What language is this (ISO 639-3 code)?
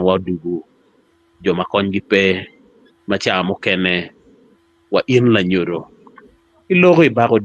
ach